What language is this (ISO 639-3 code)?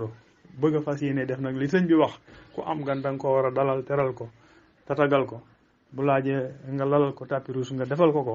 wol